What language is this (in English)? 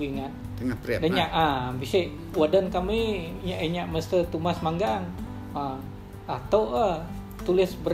Iban